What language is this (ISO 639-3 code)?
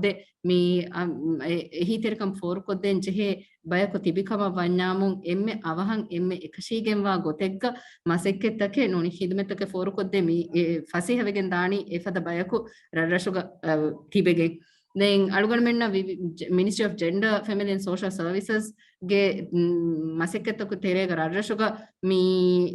div